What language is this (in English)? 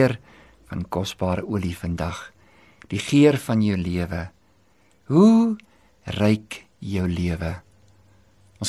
Afrikaans